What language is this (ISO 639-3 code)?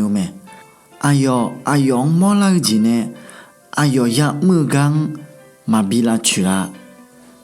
ahk